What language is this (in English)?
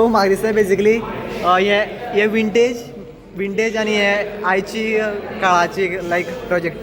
Konkani